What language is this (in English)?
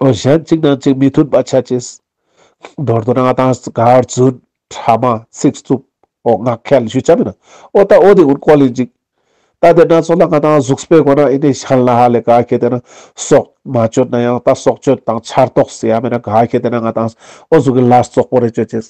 Ladakhi